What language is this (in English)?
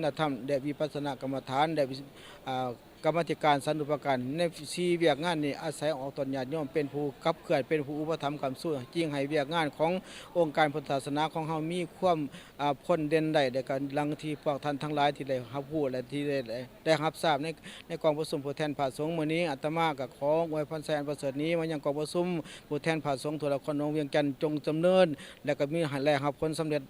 Lao